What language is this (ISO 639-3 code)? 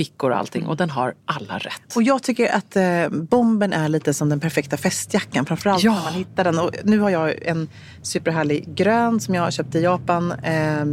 swe